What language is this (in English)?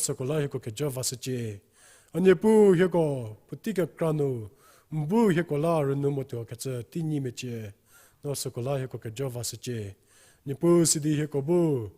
Angami Naga